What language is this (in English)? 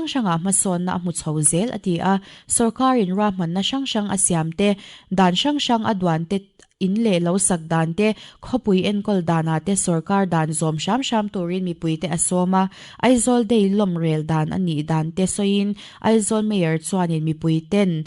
Mizo